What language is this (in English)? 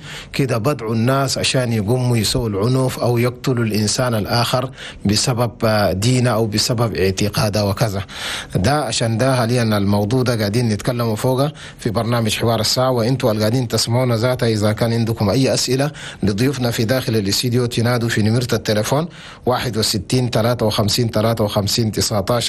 Chadian Arabic